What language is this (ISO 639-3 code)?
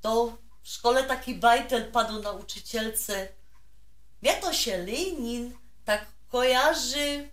szl